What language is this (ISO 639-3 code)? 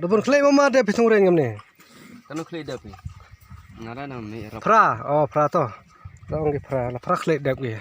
kha